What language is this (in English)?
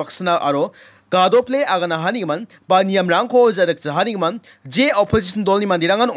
Garo